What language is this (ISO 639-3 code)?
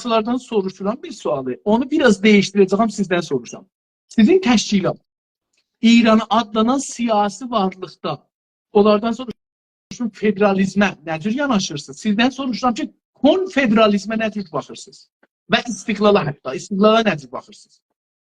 azb